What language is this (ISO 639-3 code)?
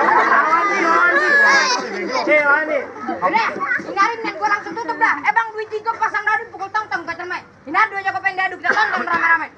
bew